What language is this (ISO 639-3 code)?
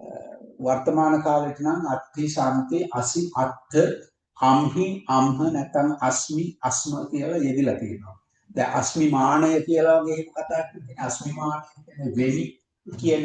sin